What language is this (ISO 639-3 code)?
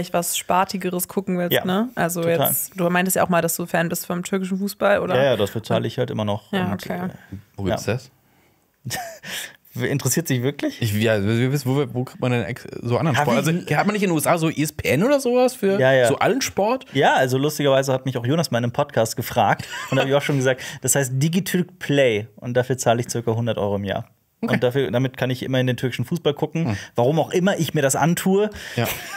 deu